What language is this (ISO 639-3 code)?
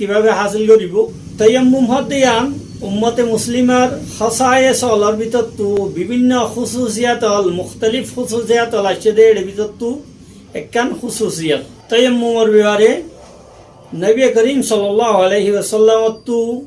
rhg